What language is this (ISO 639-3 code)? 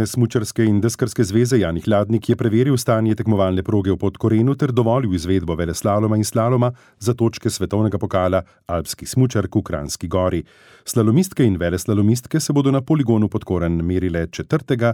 slv